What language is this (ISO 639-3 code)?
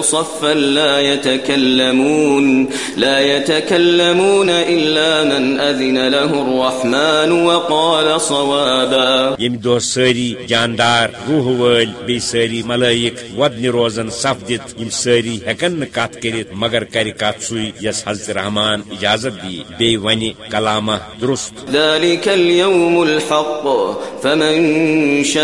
kas